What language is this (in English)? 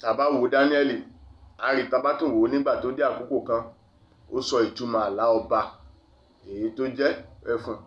Yoruba